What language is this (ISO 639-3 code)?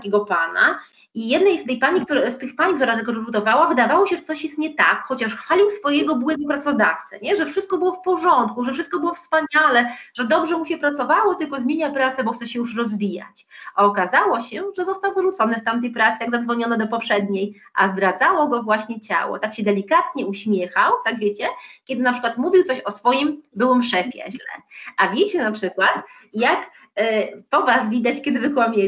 pol